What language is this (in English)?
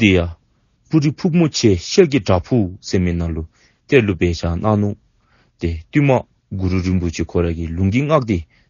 Dzongkha